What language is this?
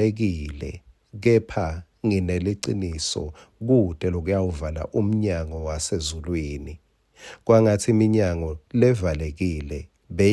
Swati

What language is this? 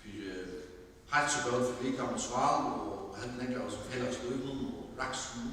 Faroese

